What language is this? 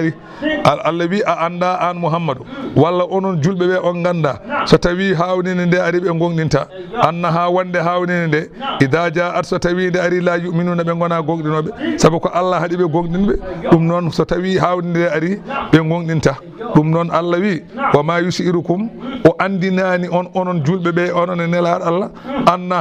Fula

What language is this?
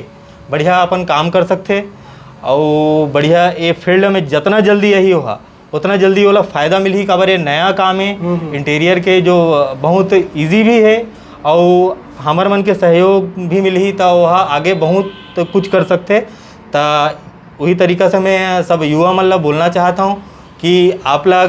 Chhattisgarhi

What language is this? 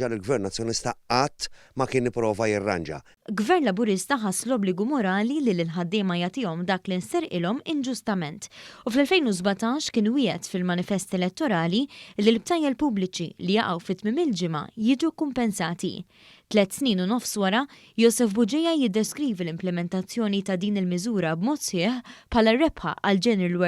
Maltese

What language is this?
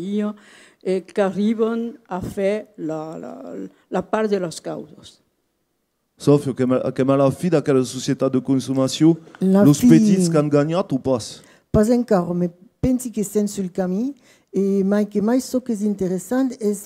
Occitan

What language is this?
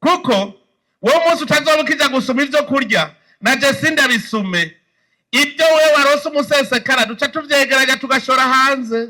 Rundi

